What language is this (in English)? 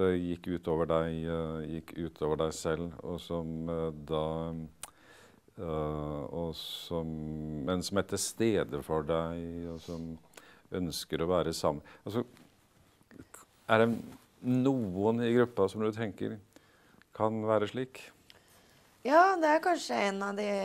Norwegian